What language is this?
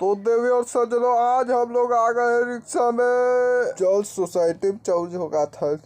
Chhattisgarhi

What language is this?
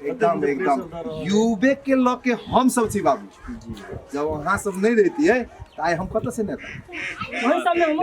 Maithili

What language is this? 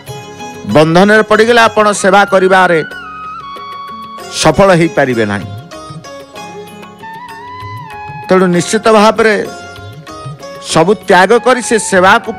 Odia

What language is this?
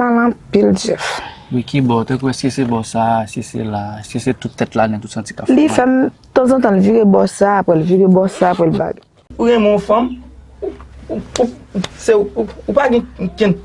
Haitian Creole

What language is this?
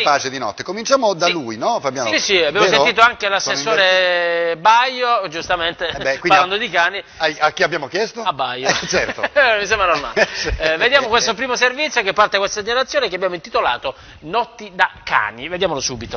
Italian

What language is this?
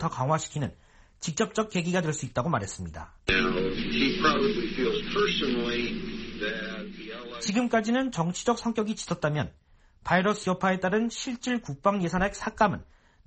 Korean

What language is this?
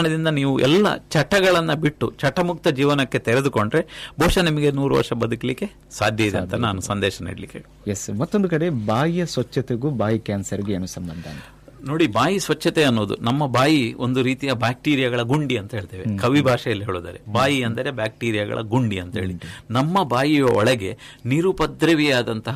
Kannada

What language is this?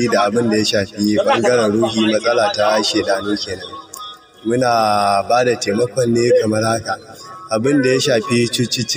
Hausa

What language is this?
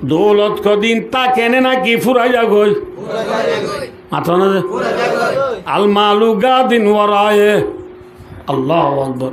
Rohingya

